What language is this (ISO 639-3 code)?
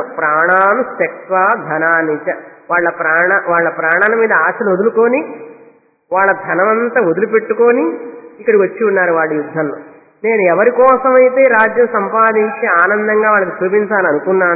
tel